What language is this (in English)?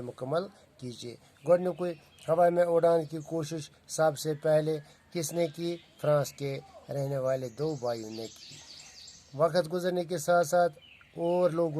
Kashmiri